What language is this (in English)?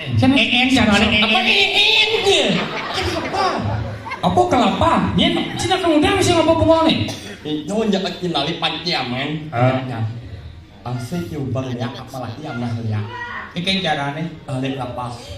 Balinese